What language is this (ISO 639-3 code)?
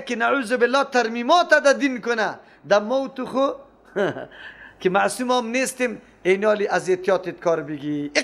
fas